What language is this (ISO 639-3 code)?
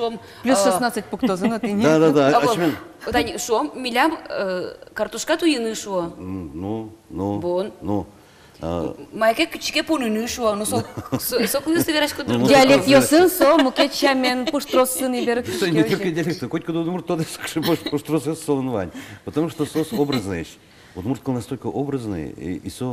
udm